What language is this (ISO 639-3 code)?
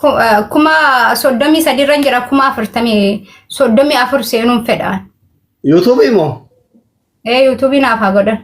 orm